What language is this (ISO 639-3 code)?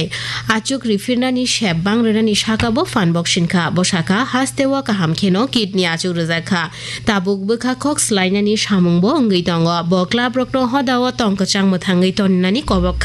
trp